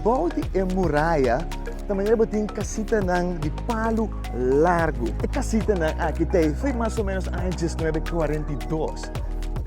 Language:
Papiamento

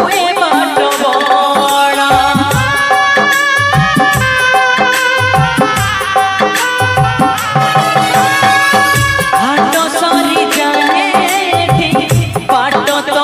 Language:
Odia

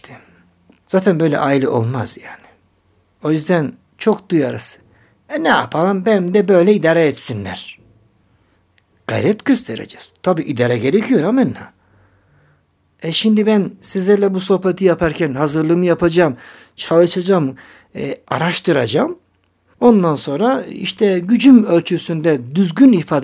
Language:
Turkish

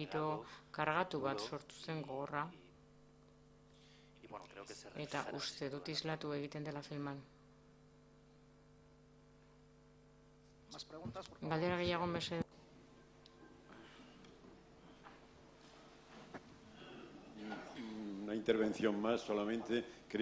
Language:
Basque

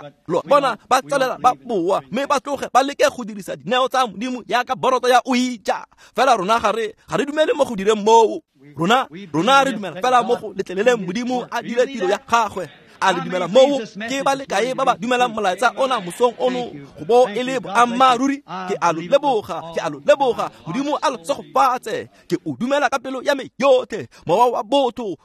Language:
Tswana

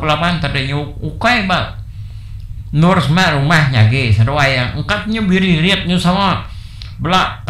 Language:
Iban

